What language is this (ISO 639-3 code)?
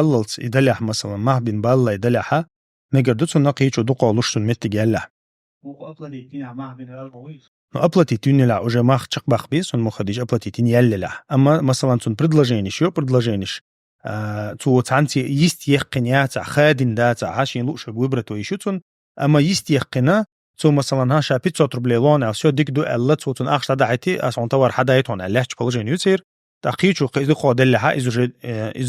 che